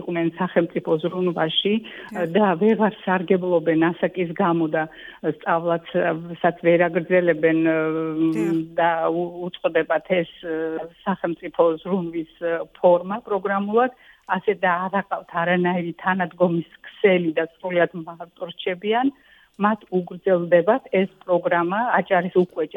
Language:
Georgian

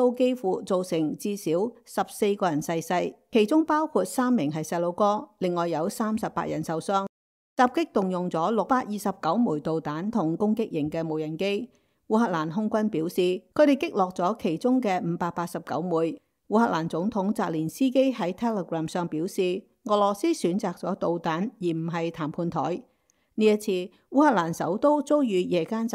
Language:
Cantonese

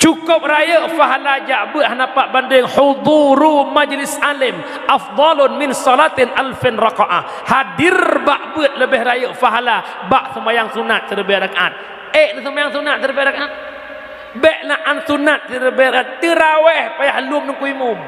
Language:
Achinese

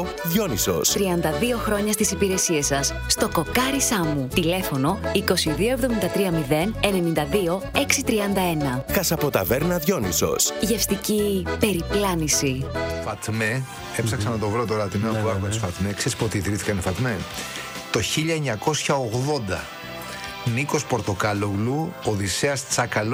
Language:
Greek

